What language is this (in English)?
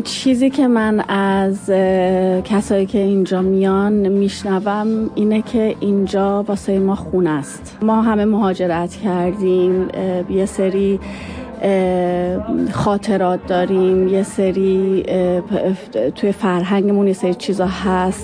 Persian